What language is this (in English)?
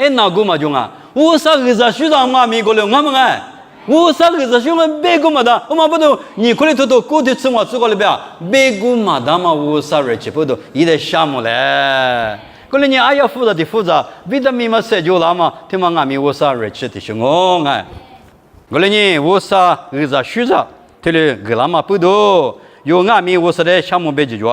Lisu